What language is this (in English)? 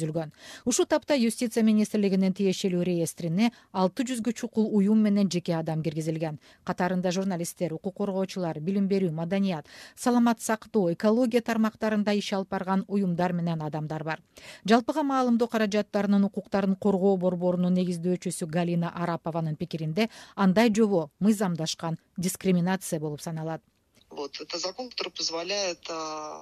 Kyrgyz